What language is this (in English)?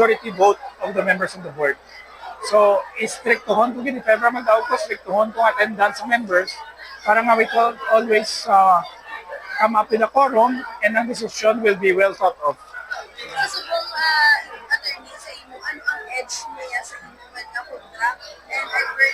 Hiligaynon